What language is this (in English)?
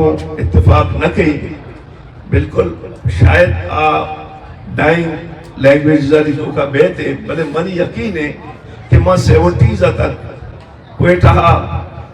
Eastern Balochi